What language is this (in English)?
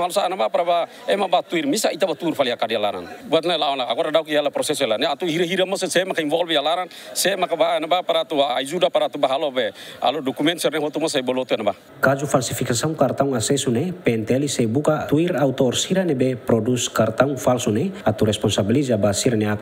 Tetum